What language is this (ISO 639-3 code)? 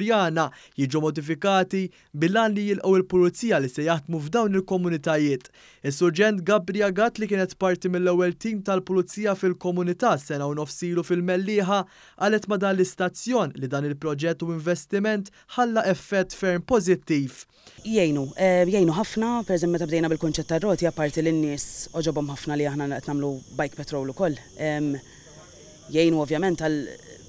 mlt